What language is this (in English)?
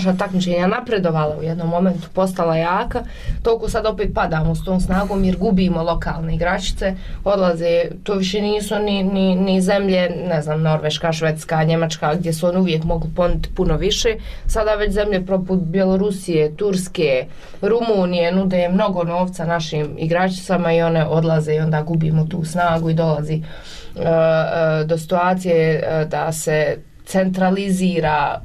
Bosnian